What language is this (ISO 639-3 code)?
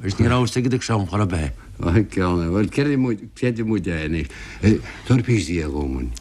gle